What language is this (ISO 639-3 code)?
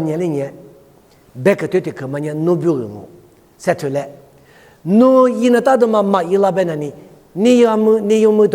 lis